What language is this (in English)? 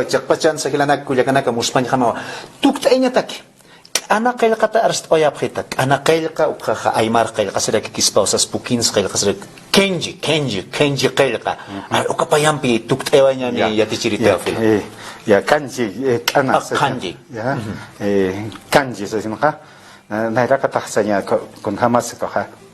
Aymara